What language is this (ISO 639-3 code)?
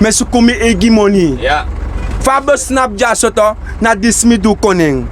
srn